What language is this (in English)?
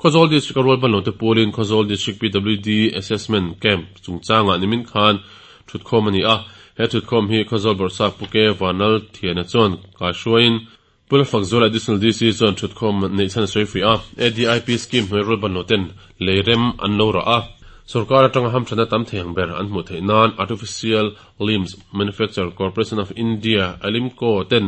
Mizo